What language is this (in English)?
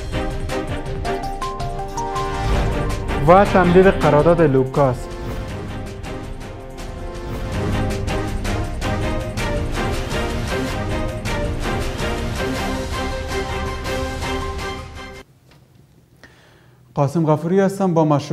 Persian